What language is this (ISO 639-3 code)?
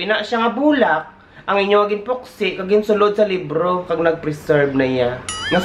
hil